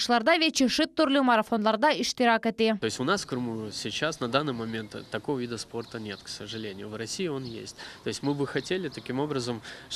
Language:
Crimean Tatar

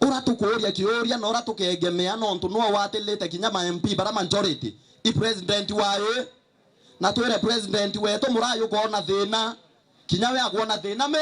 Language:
Meru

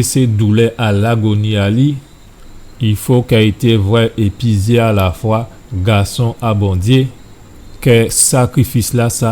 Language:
Guadeloupean Creole French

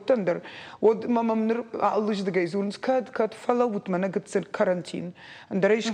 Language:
Ossetic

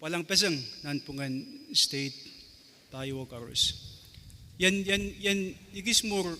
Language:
Pohnpeian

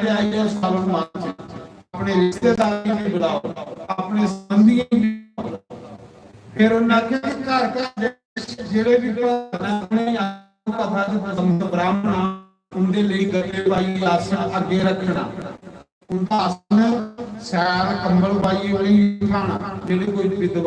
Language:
Dogri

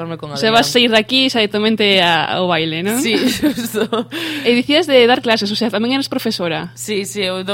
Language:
Galician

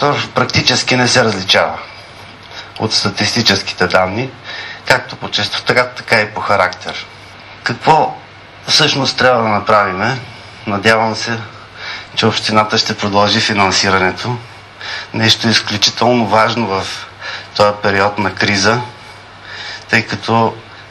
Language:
Bulgarian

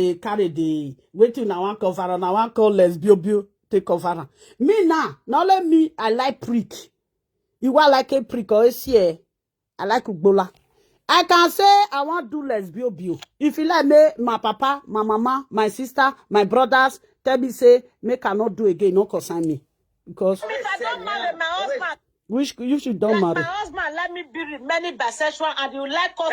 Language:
Nigerian Pidgin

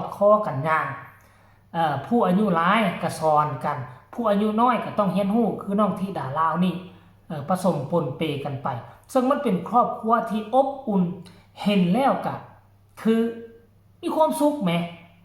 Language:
Northeastern Thai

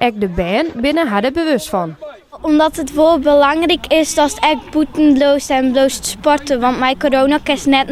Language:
Western Frisian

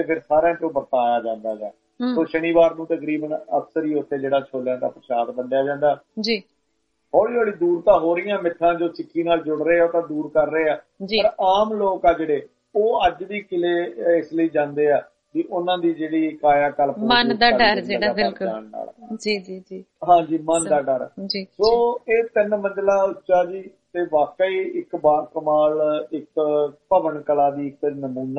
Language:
Punjabi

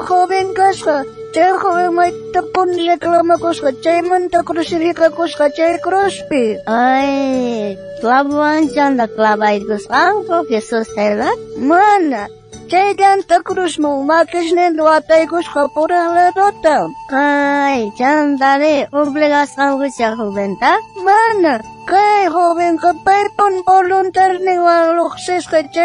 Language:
South Bolivian Quechua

